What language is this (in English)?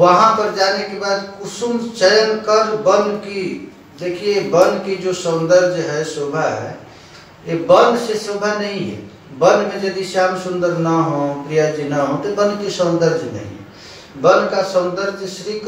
Hindi